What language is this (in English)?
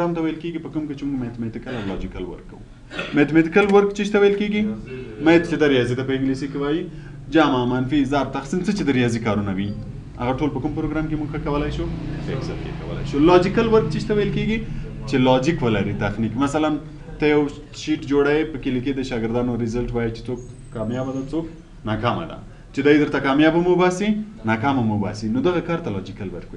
Pashto